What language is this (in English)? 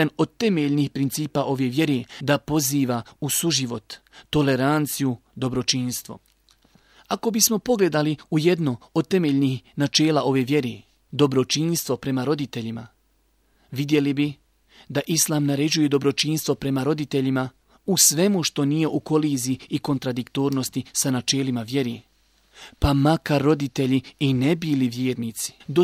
Bosnian